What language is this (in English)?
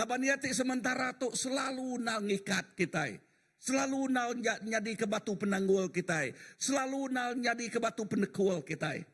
Iban